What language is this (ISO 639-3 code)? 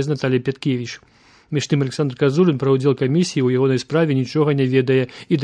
bel